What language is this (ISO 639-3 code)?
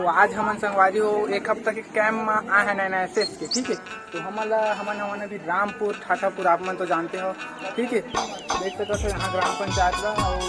hne